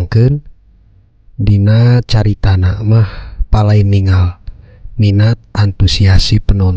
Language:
Sundanese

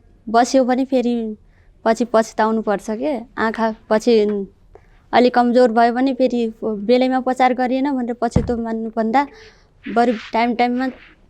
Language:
Nepali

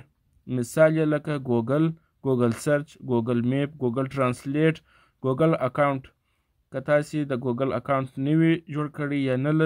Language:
Pashto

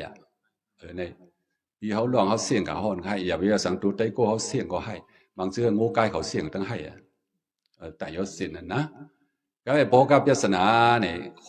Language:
Shan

